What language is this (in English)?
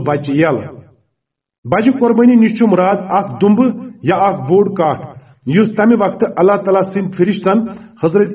Kashmiri